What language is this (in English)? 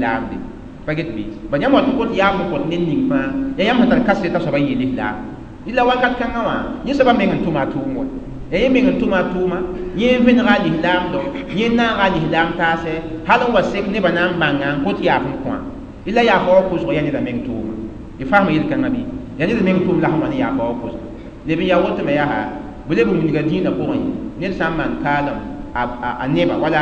Mossi